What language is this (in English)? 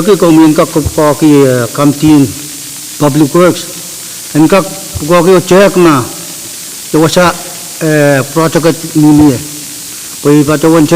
Pohnpeian